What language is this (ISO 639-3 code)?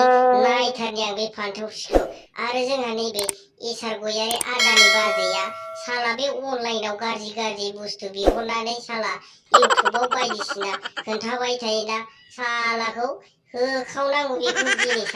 brx